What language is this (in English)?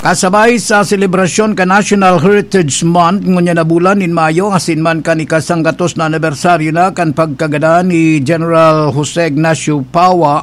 Bikol